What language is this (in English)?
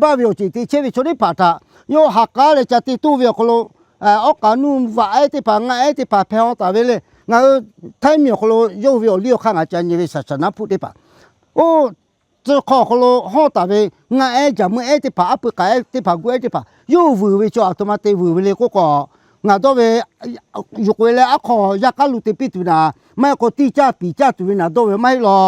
Lahu